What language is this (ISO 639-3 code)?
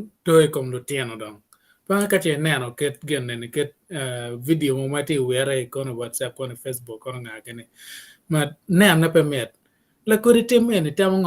ach